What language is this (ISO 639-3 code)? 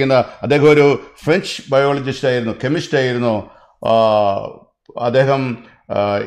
mal